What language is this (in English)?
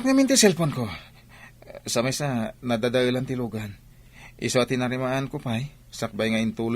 Iloko